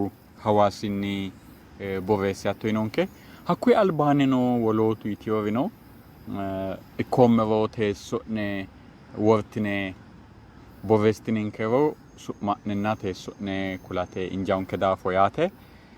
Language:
Sidamo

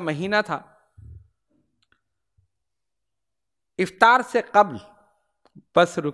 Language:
Urdu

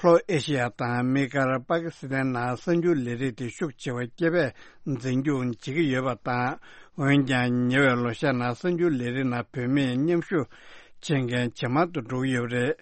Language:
Tibetan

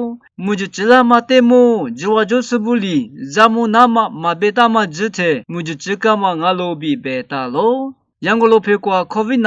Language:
Lisu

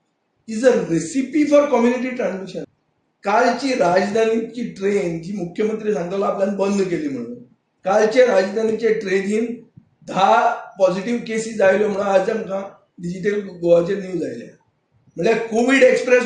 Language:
Konkani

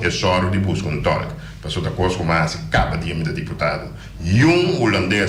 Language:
Papiamento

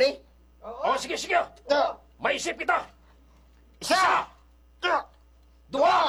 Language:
Hiligaynon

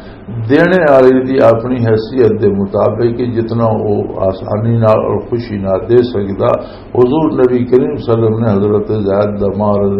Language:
Western Panjabi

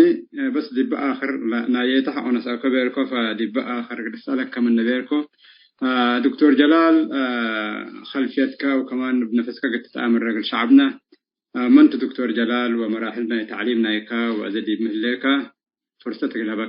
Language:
Tigre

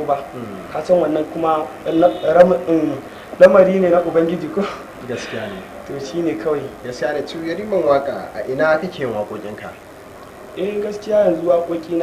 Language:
Hausa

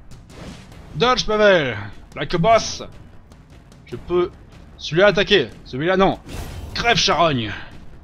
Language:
French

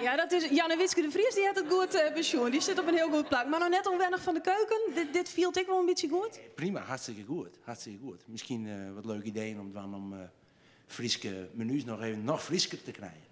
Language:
Western Frisian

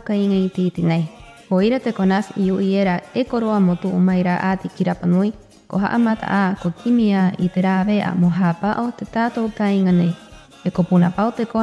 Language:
Rapanui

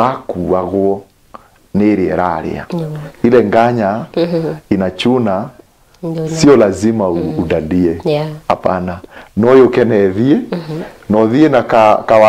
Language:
Kikuyu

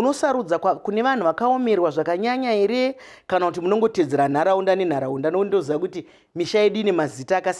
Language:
Shona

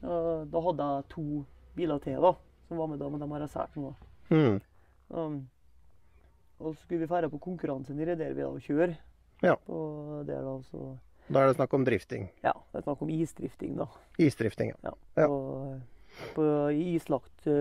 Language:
Norwegian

